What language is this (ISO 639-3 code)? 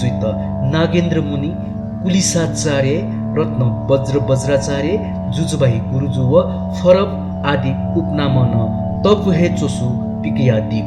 new